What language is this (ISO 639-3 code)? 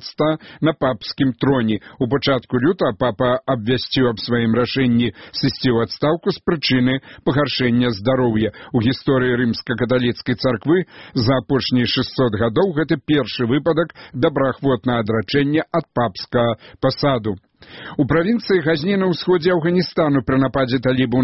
bel